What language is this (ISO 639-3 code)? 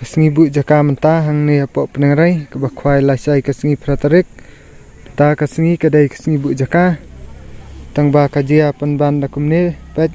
kha